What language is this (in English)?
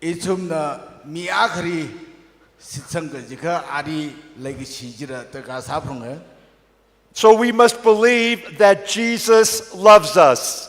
Tangkhul Naga (India)